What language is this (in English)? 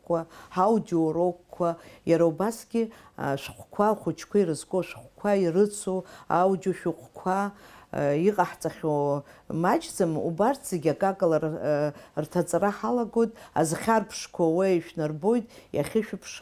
Abkhazian